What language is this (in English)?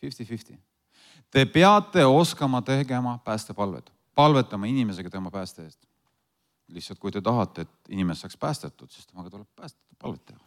Estonian